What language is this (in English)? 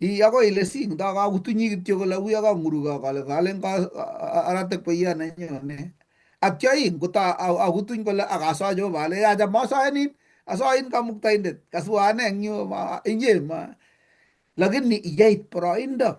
Kalenjin